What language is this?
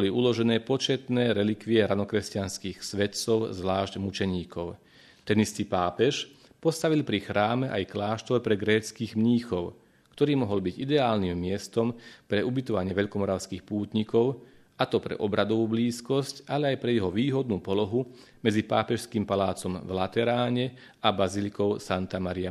Slovak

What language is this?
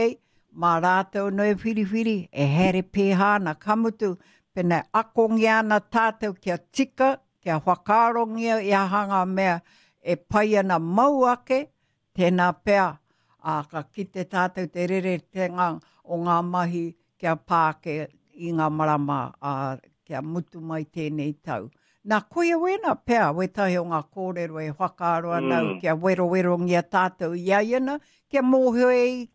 Māori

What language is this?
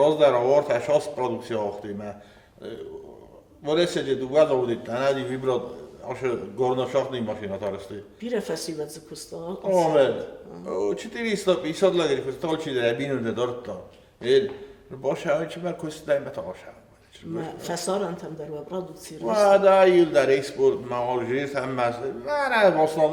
Ossetic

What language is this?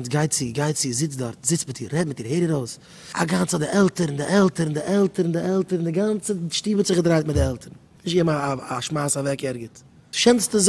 Yiddish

